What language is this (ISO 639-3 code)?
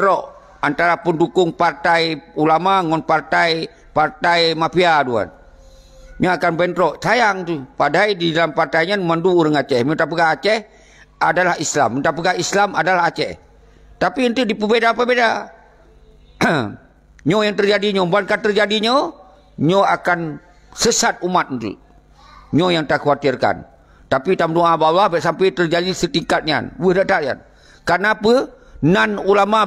ace